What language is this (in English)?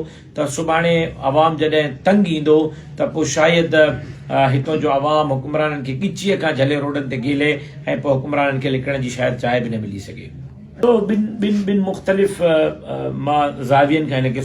Sindhi